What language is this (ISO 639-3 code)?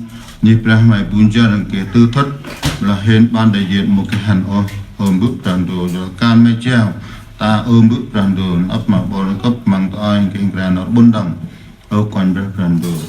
cmo